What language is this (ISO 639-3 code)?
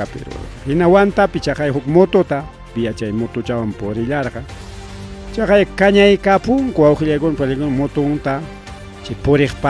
quy